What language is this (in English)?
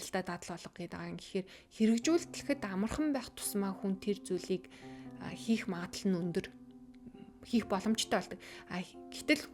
Mongolian